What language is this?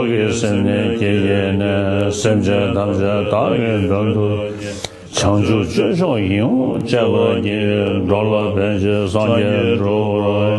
Tibetan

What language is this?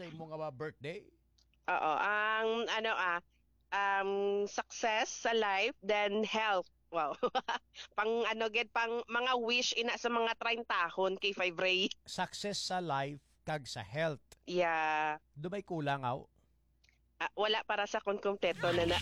Hiligaynon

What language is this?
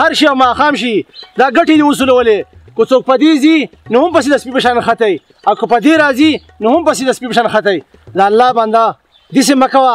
Pashto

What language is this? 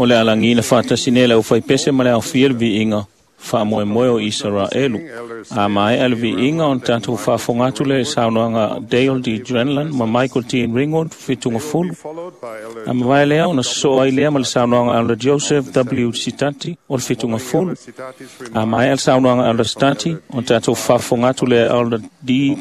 Samoan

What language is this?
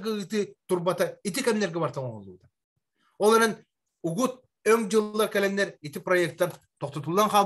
Yakut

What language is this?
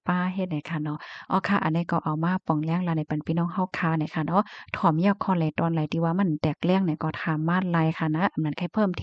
Shan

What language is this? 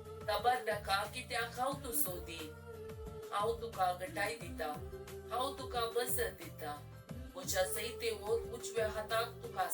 Konkani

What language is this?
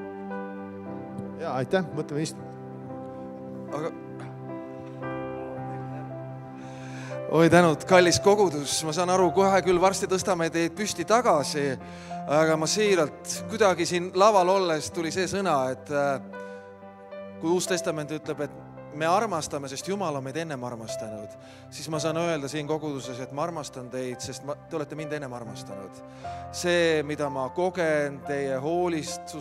Estonian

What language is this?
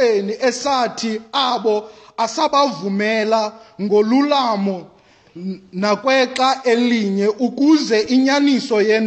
Xhosa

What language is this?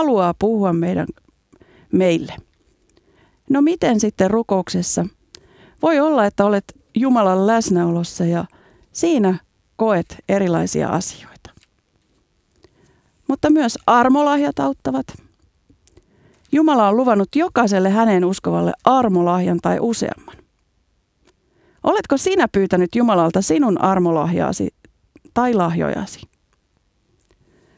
Finnish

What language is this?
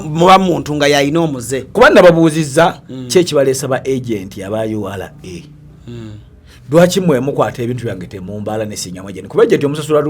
Ganda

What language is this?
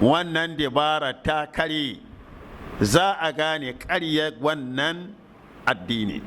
Hausa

